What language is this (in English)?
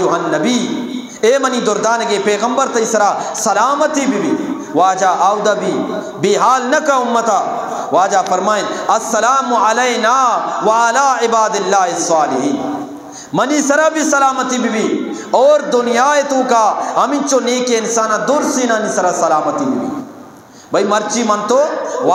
Eastern Balochi